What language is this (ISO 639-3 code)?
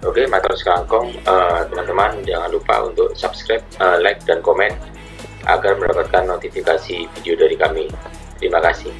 mad